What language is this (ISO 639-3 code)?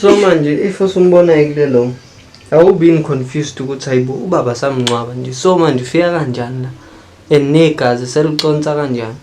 zul